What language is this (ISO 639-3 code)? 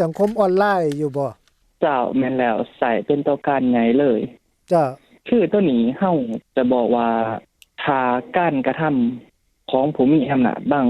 lao